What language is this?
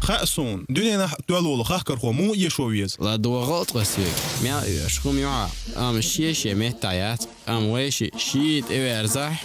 Chechen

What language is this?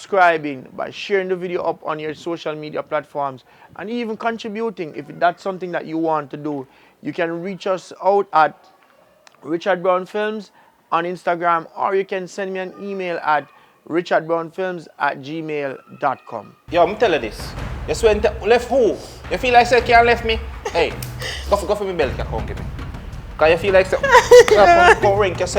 Jamaican Creole English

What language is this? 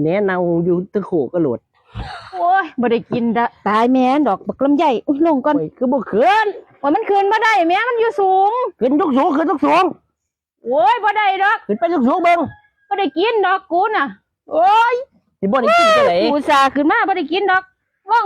Lao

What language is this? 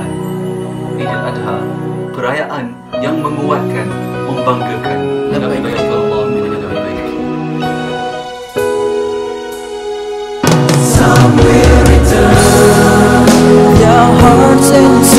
Malay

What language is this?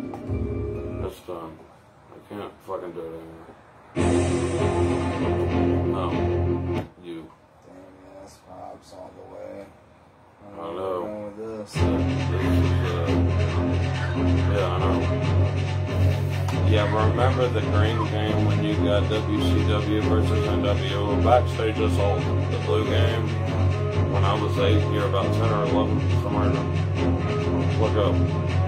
English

